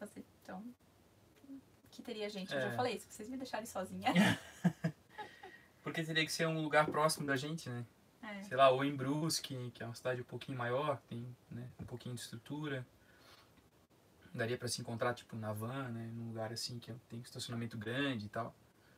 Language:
Portuguese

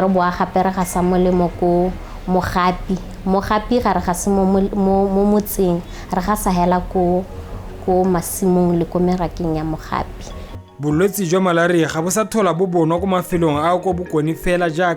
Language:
Tswana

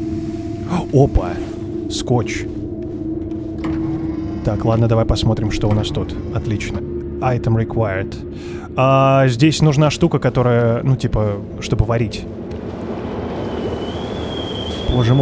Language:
Russian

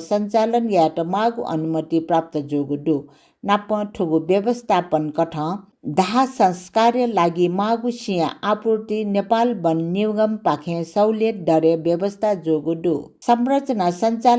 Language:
Newari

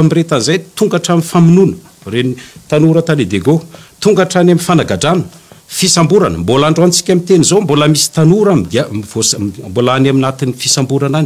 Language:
Malagasy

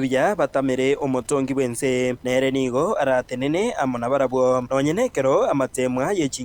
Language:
Gusii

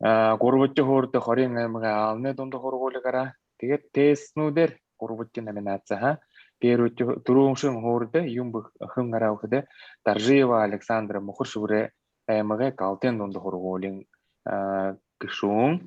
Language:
Buriat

